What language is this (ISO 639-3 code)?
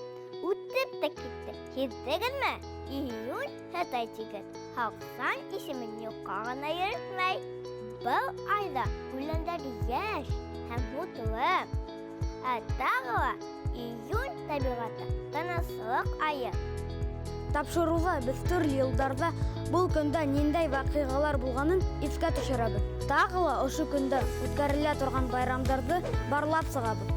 bak